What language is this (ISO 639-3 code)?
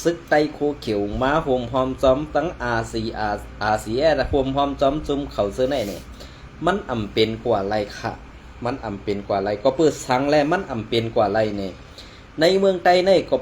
shn